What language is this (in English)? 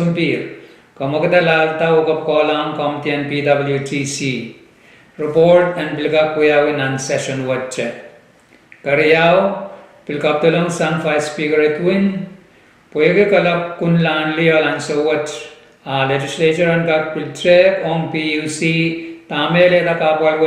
Pohnpeian